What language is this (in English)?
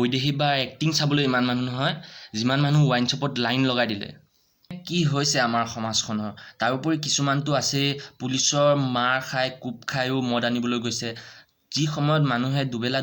Assamese